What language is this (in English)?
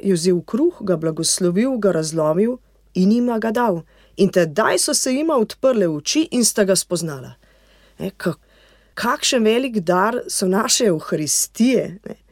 Slovenian